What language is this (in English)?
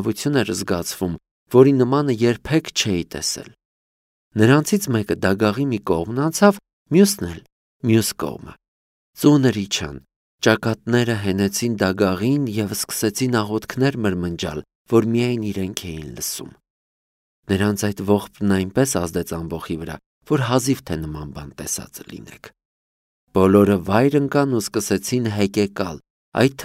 Armenian